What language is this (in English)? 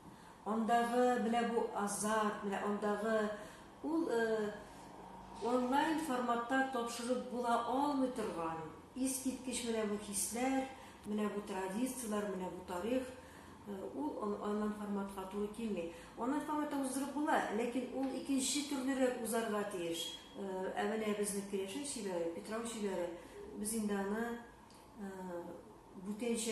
Tatar